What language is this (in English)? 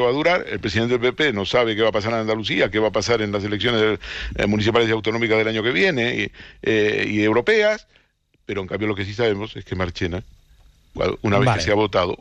Spanish